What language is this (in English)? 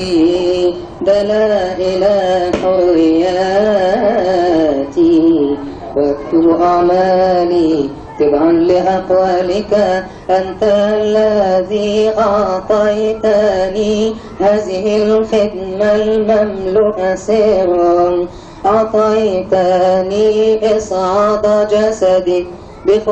Arabic